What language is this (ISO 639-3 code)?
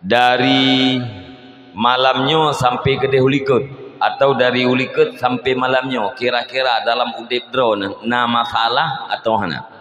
ace